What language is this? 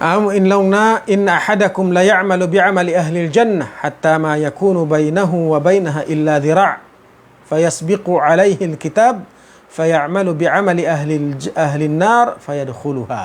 Tausug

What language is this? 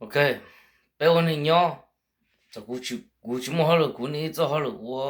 Hmong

